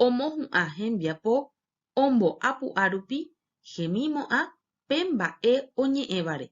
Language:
Guarani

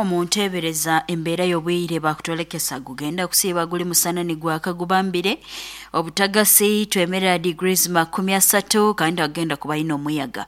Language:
Nyoro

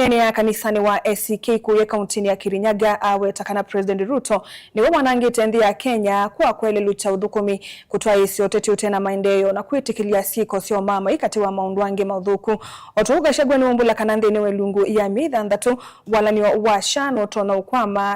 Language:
Kamba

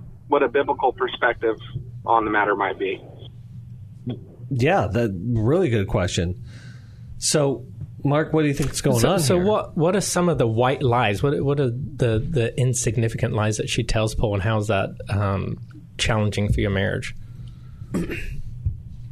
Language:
English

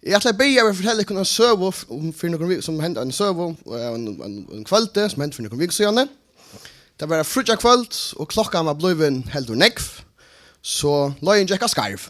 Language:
Faroese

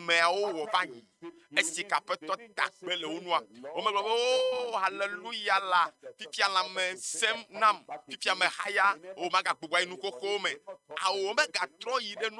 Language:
Ewe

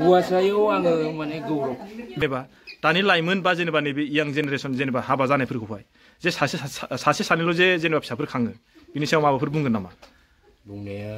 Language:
Bodo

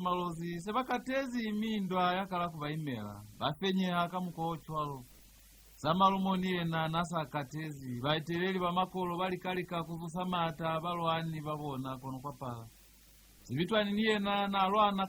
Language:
Lozi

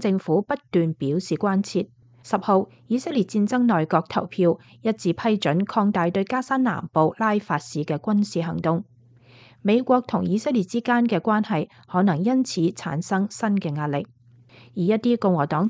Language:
Cantonese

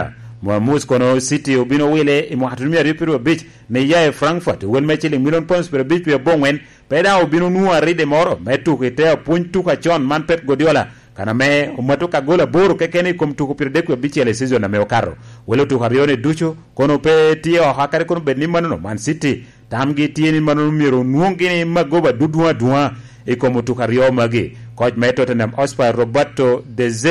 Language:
Lango (Uganda)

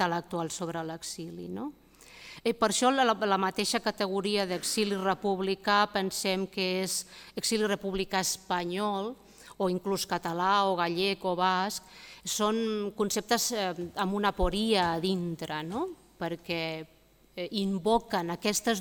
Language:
Catalan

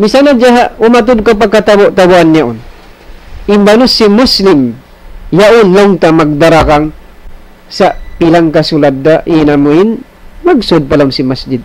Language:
Tausug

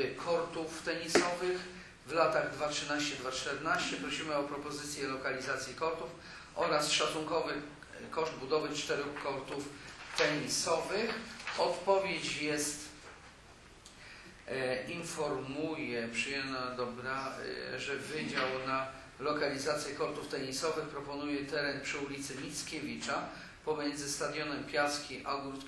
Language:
Polish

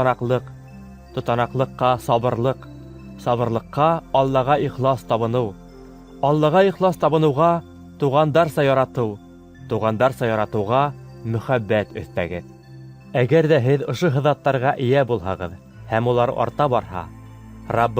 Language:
Bashkir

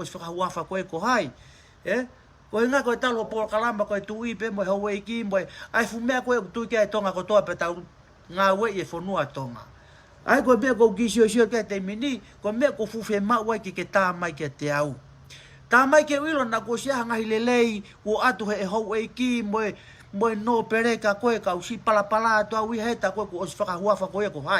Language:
Tongan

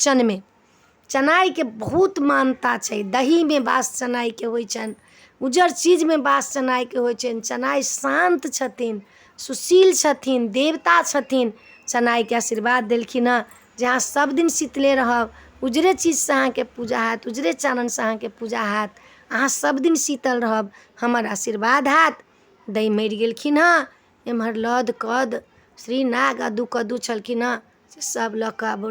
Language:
Maithili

